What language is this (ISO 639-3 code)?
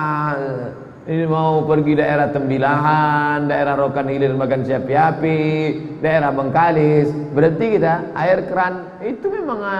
ind